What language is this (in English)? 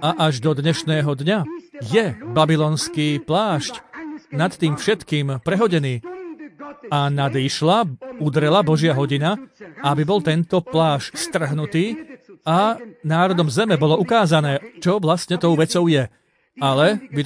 Slovak